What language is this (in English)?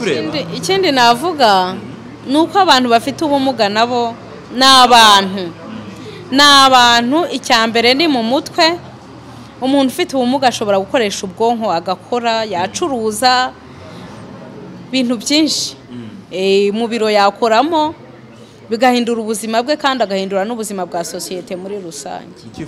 Kinyarwanda